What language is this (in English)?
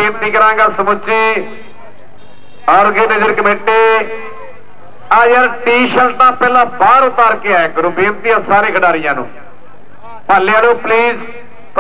Punjabi